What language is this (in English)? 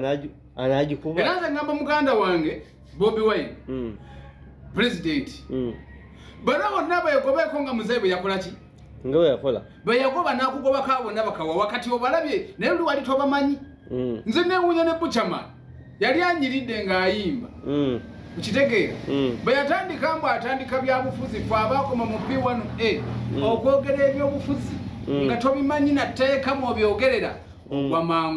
Ganda